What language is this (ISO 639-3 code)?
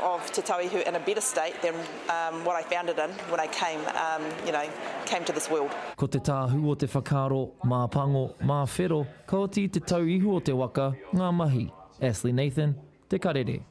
mri